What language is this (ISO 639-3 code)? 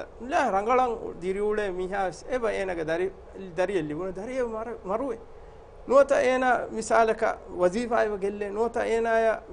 div